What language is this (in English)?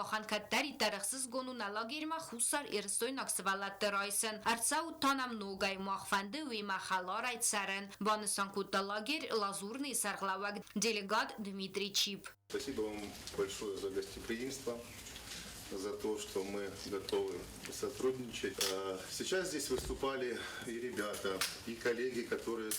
Ossetic